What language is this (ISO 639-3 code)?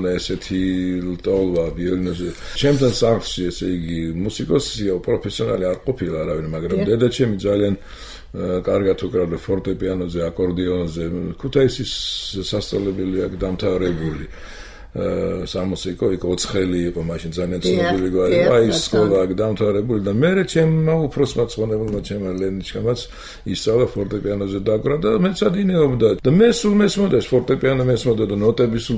kat